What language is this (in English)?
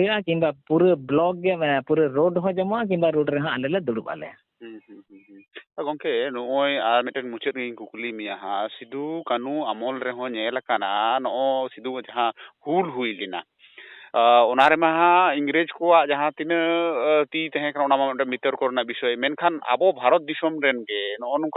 Santali